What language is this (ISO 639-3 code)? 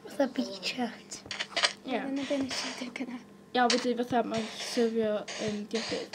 cym